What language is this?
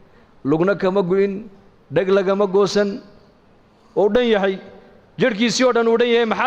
Somali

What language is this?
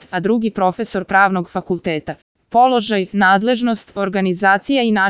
Serbian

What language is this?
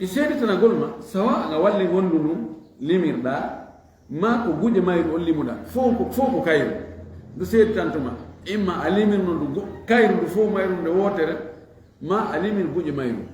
Fula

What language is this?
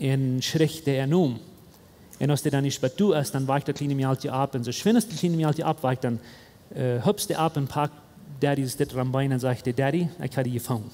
Plautdietsch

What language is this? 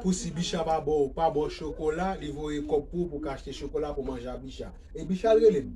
Haitian Creole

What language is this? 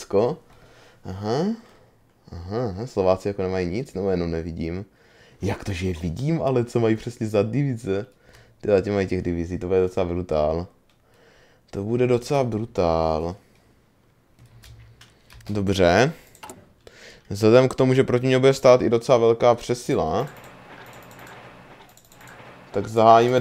Czech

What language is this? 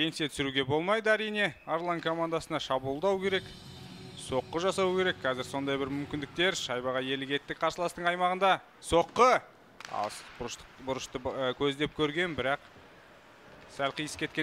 Kazakh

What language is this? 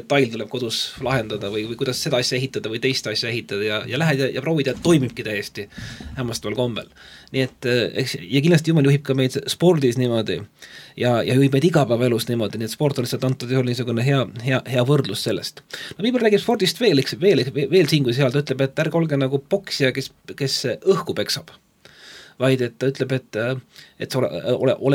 Estonian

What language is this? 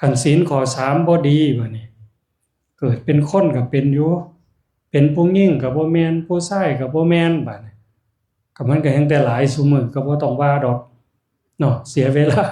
Northeastern Thai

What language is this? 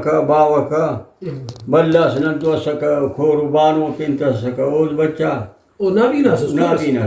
Brahui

